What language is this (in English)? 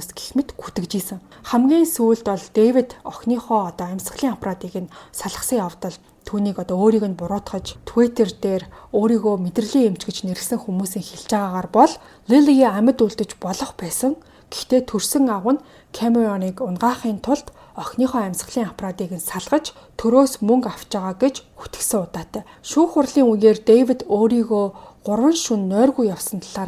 Mongolian